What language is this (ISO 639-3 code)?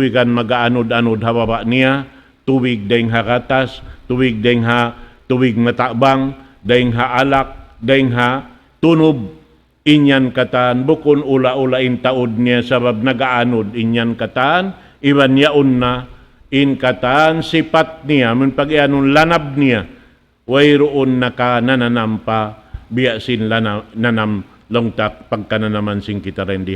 tsg